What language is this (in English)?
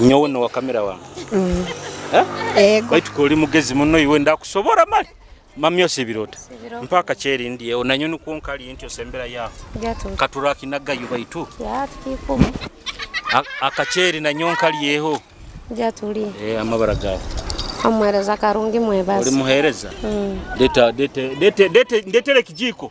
Nyoro